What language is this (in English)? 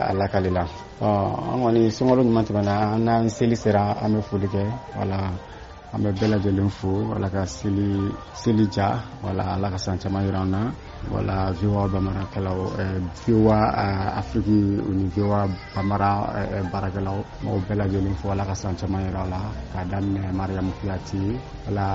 Bambara